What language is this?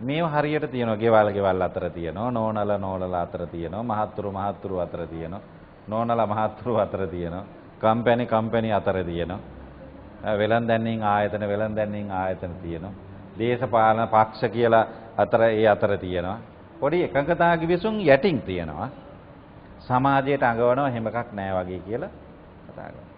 Sinhala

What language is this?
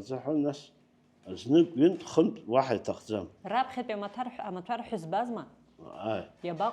Abkhazian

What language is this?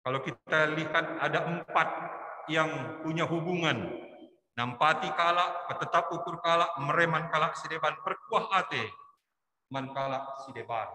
Batak Karo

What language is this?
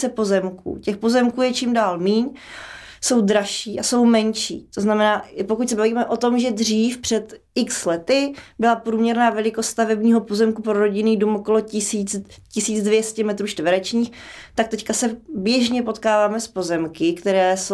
Czech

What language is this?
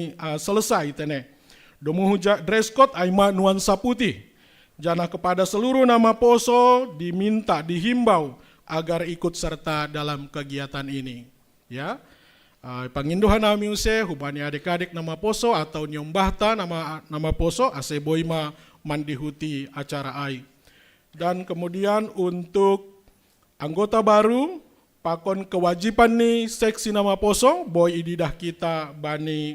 Batak Simalungun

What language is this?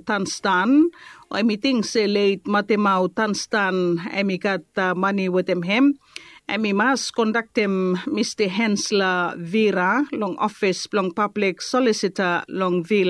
Bislama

